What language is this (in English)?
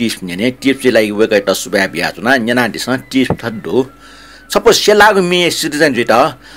Newari